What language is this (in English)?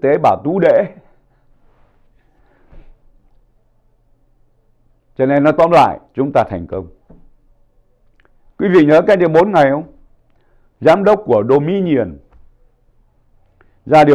Vietnamese